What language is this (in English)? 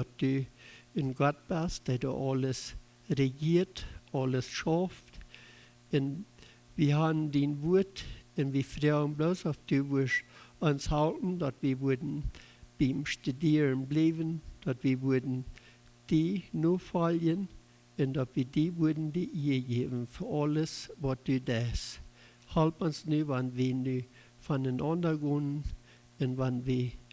Plautdietsch